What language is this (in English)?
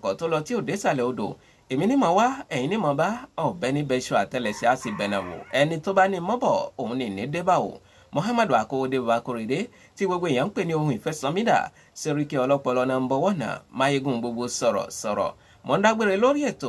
Yoruba